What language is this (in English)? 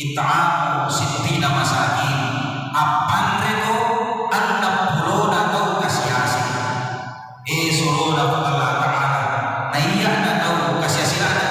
Buginese